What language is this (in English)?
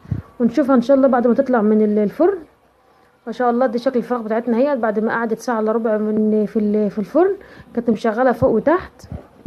Egyptian Arabic